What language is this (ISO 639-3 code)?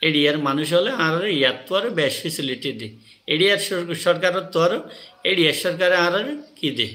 rhg